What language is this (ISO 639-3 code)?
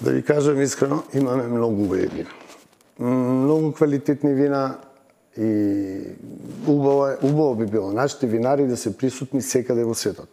mkd